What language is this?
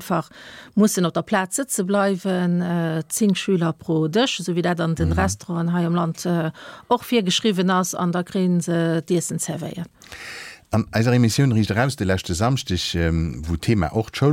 Luxembourgish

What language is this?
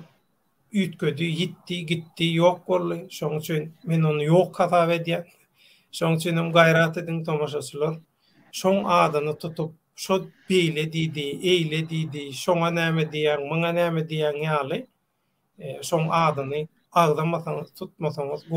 Turkmen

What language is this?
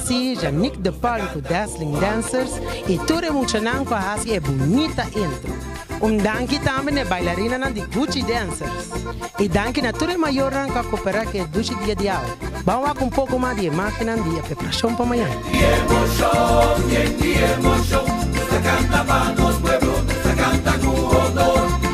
Papiamento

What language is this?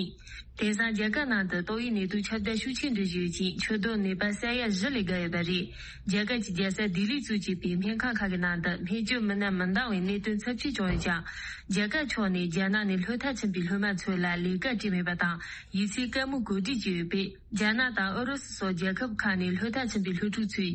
Tibetan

